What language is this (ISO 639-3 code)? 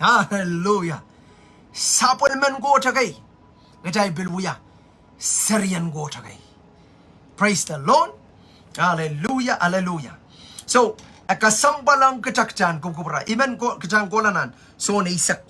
pon